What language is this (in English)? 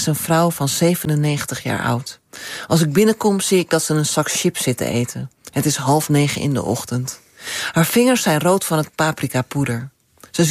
Dutch